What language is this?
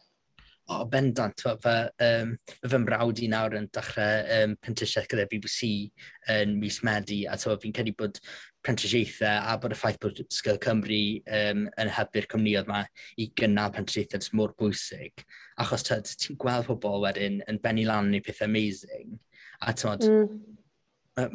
Welsh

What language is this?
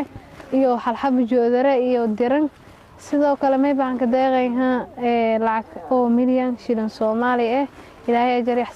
Somali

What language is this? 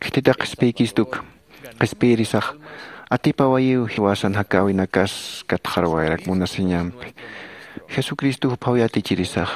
Aymara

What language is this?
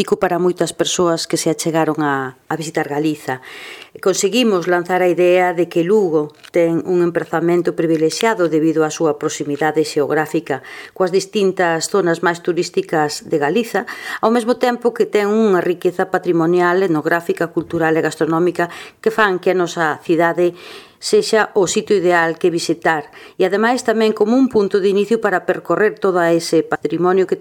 Galician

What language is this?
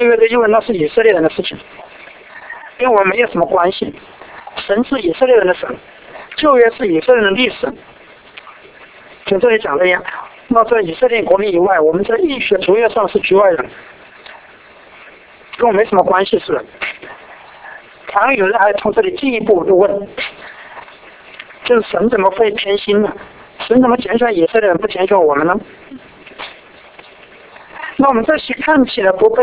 Chinese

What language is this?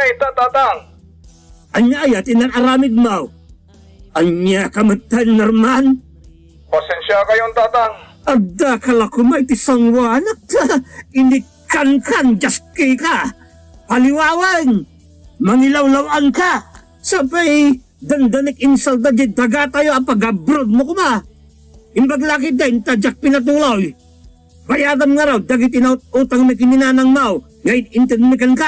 Iloko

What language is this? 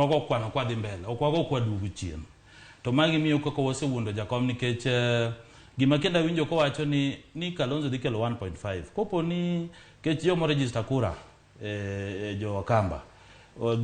Luo (Kenya and Tanzania)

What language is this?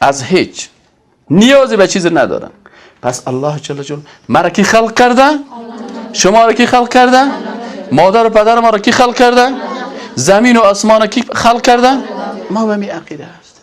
Persian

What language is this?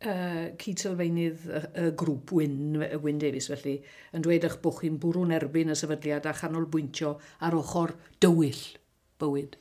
Welsh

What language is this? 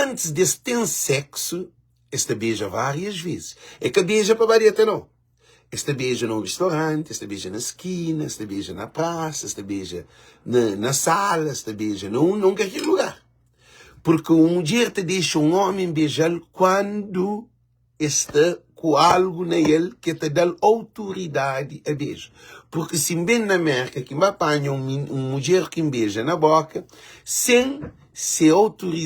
Kabuverdianu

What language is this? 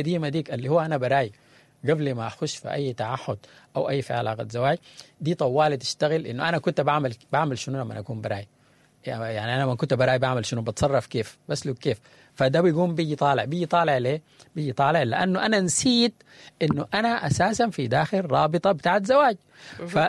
Sudanese Arabic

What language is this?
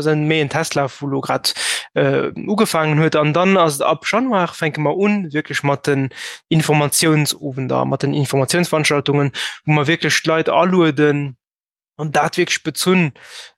Luxembourgish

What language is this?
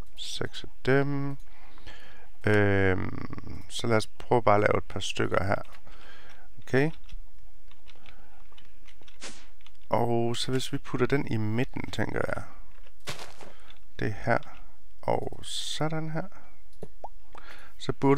Danish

